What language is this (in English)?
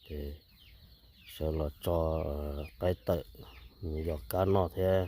Hmong